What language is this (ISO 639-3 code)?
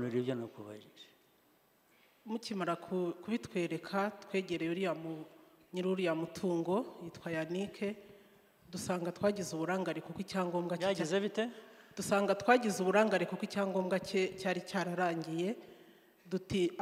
kin